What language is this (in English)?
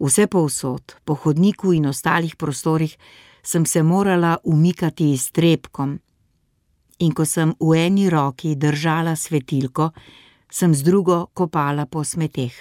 Slovenian